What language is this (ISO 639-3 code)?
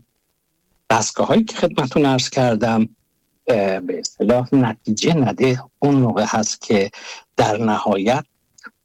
fas